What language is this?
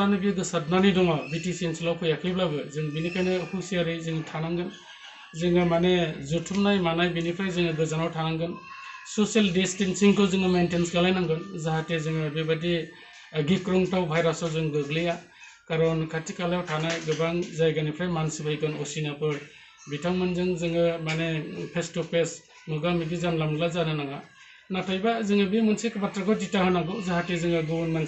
Bodo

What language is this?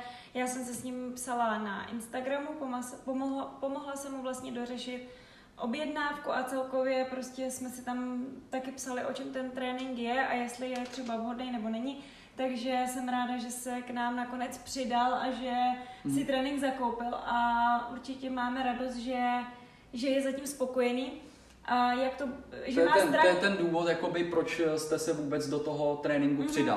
Czech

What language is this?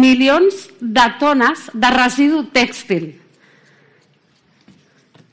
Catalan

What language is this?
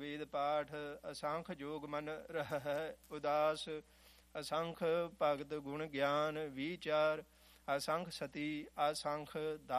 Punjabi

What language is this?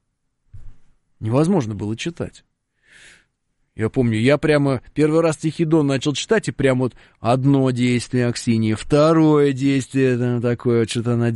Russian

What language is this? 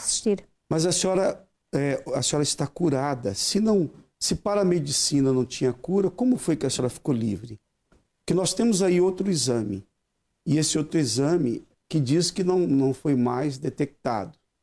Portuguese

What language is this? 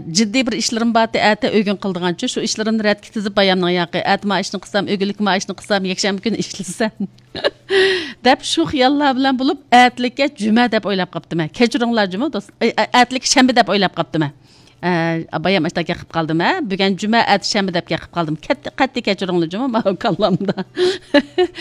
Uyghur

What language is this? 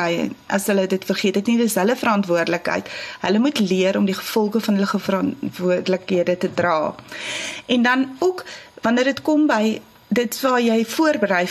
Afrikaans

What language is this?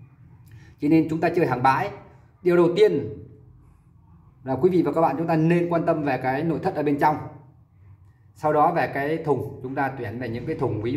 Vietnamese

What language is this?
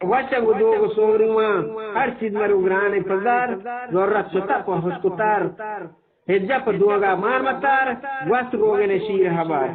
Eastern Balochi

